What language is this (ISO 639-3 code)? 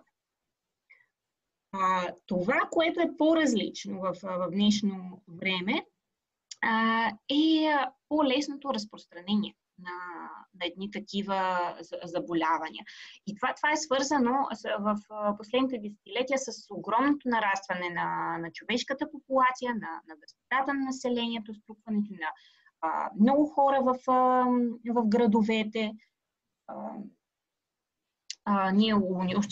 bul